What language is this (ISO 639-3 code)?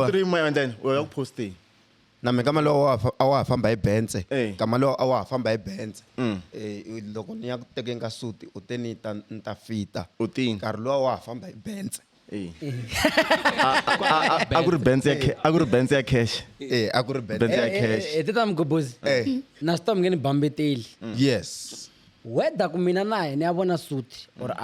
tso